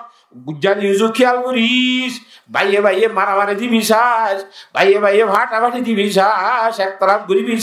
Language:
Rohingya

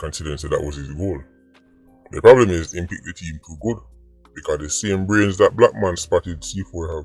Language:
Jamaican Creole English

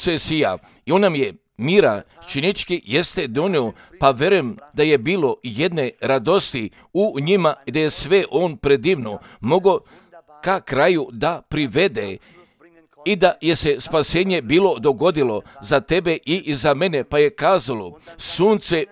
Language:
Croatian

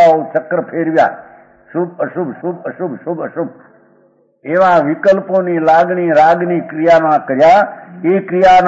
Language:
Gujarati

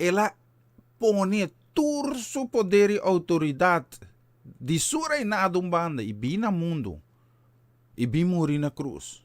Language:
Papiamento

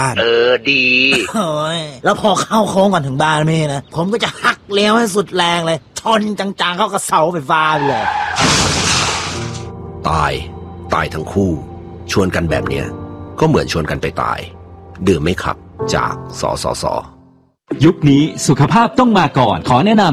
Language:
Thai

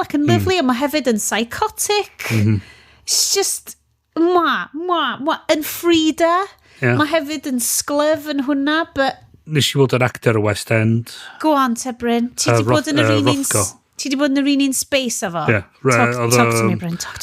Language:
Welsh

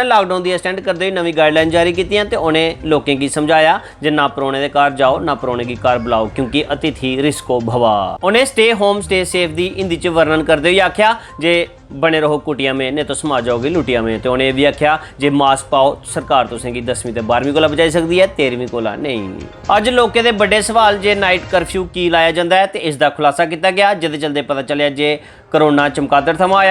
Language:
Dogri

